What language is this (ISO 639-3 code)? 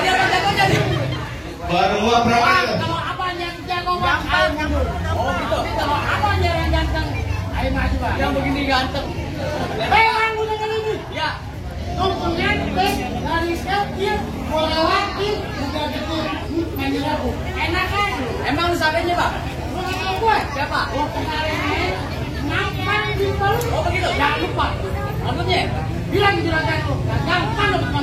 bew